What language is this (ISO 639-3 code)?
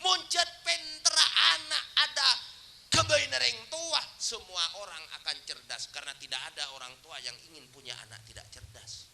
mad